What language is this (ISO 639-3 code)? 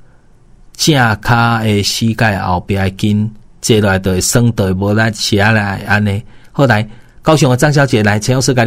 nan